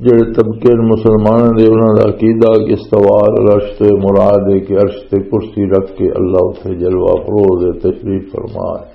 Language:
Western Panjabi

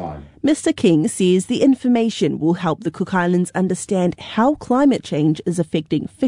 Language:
English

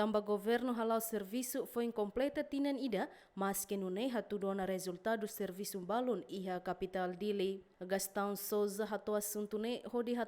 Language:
Tetum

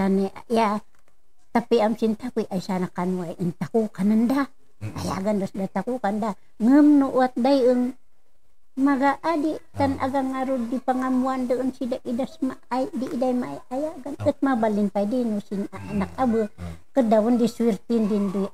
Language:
Kankanaey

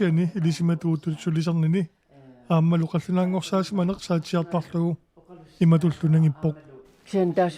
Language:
Kalaallisut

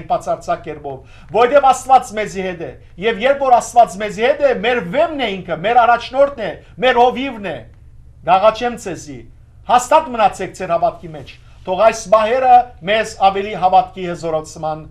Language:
Western Armenian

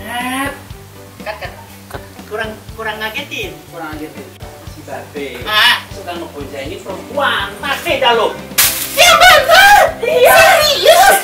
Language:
Betawi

